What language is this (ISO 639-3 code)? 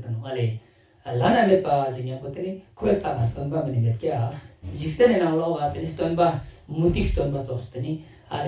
lbj